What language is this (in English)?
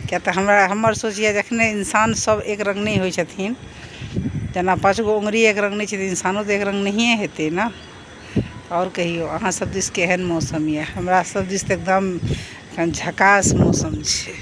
Maithili